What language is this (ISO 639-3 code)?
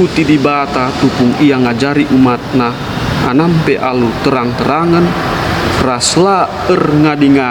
btx